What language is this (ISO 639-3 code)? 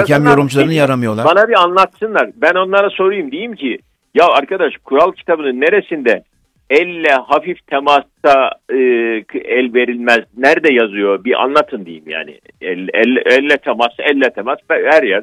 tur